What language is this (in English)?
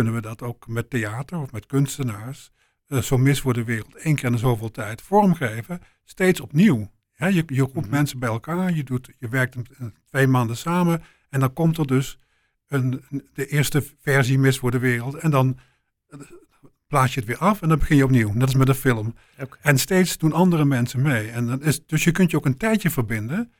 Dutch